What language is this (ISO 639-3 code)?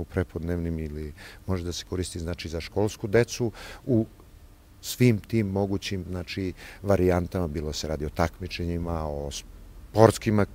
srp